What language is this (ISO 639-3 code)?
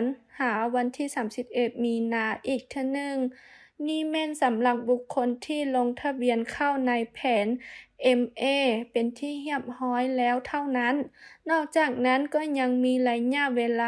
lao